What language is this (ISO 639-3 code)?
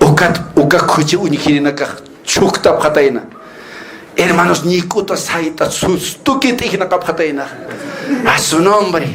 aym